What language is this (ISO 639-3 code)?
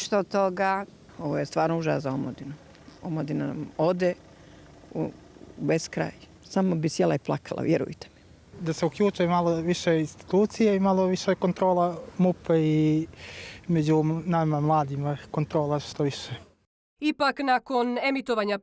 bos